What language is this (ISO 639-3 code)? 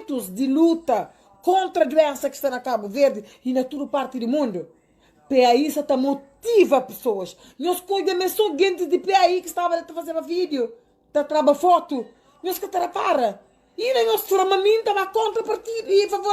kea